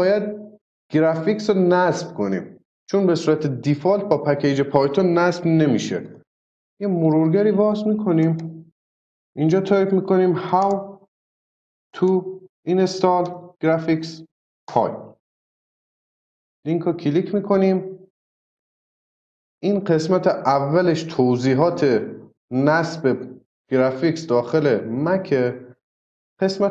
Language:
Persian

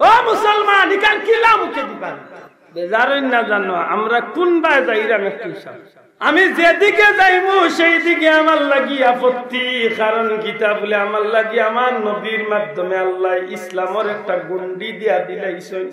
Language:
Sylheti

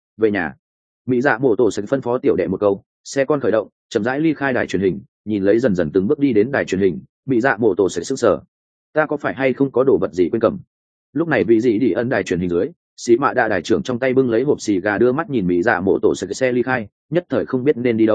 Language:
Vietnamese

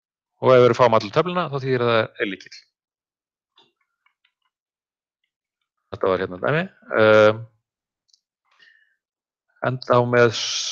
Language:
Icelandic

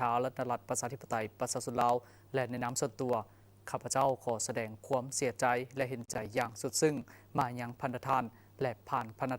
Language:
Lao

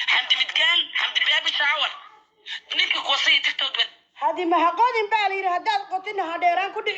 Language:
Somali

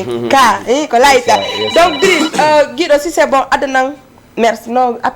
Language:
Fula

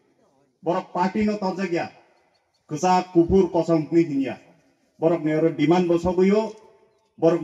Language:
Kok Borok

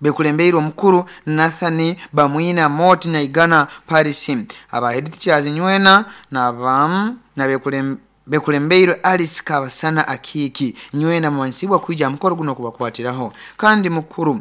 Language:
Nyoro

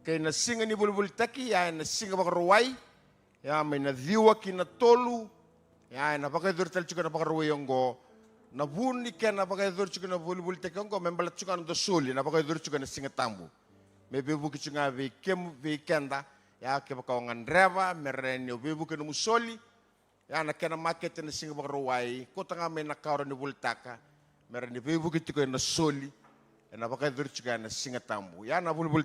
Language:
Fijian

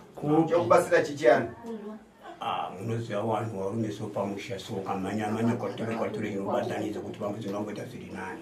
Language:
Shona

